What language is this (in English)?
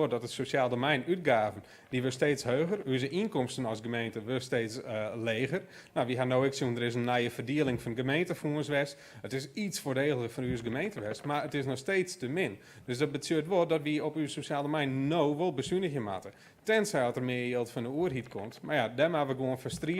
Western Frisian